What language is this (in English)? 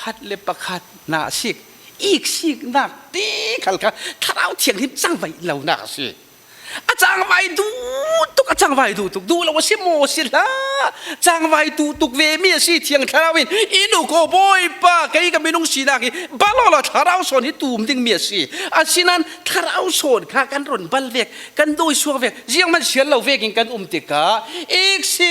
Falam Chin